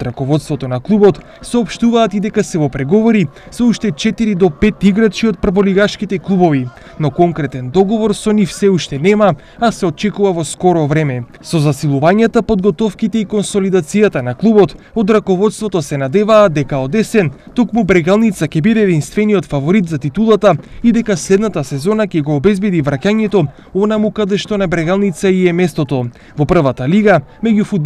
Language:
Macedonian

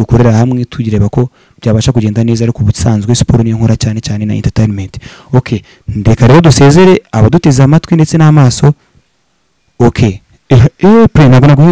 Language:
Kinyarwanda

